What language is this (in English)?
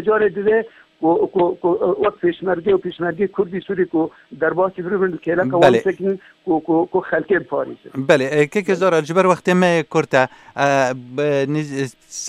Kurdish